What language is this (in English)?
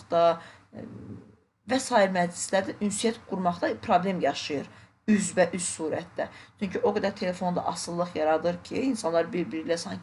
Azerbaijani